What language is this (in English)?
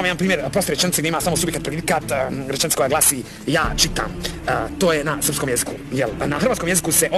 Bosnian